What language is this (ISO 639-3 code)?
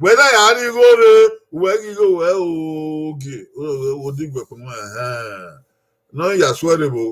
bin